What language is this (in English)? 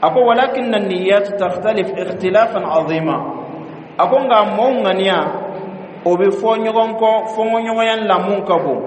Bambara